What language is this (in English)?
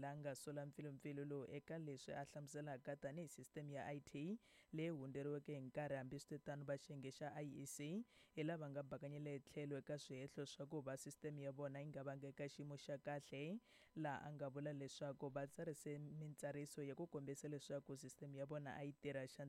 Tsonga